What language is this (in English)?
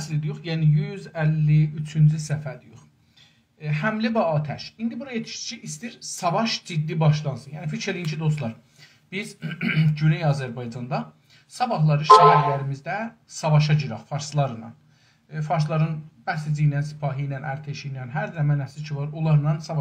South Azerbaijani